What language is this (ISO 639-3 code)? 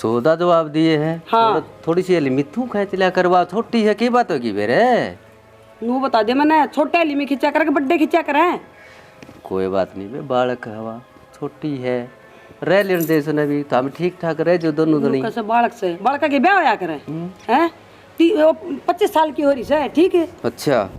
bgc